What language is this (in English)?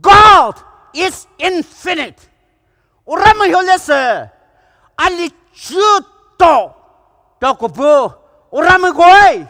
Poumei Naga